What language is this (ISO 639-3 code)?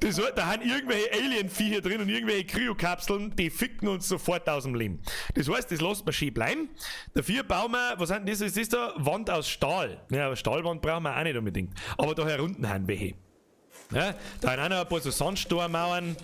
bar